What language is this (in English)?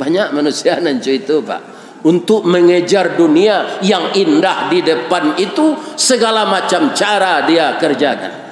Minangkabau